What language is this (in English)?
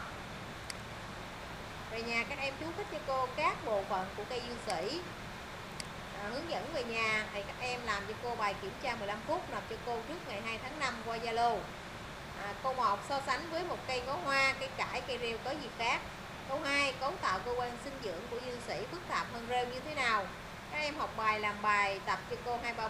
Vietnamese